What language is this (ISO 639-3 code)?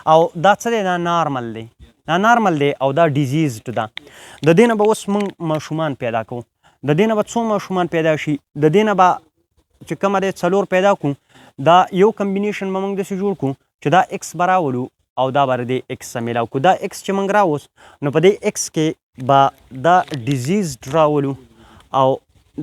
pus